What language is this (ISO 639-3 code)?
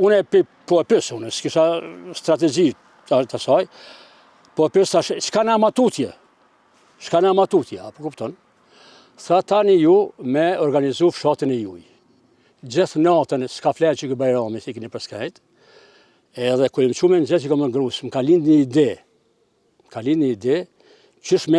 sqi